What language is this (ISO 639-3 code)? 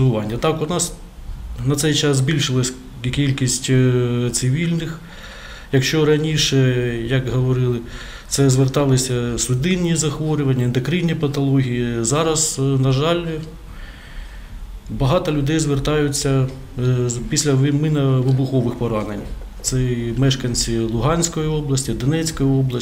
ukr